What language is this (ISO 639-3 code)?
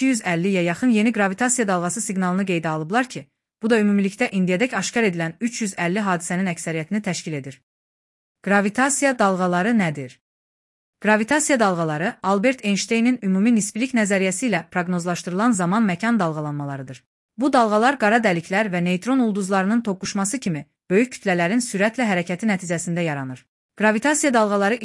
aze